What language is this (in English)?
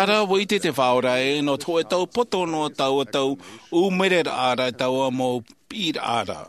Tahitian